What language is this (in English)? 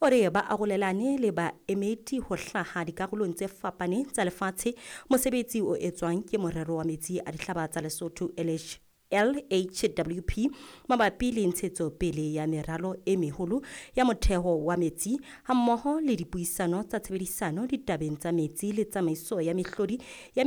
Southern Sotho